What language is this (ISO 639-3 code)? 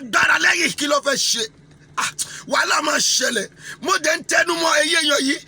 yor